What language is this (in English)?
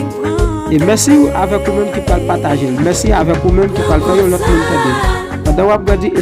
Haitian Creole